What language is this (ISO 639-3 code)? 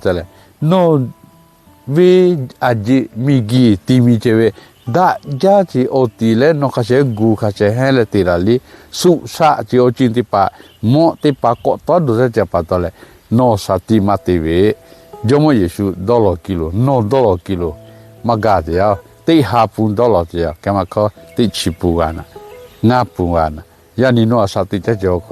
lhu